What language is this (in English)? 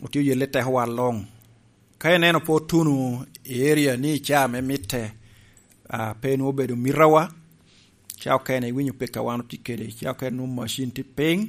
Lango (Uganda)